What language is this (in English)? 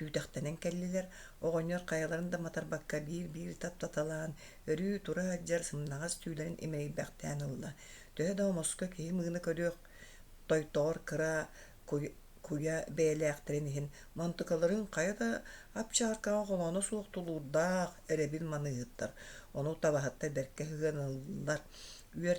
Yakut